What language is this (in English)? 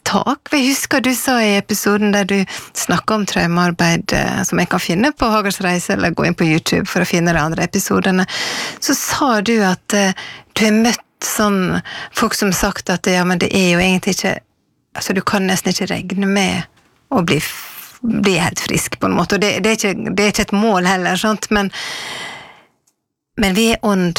Norwegian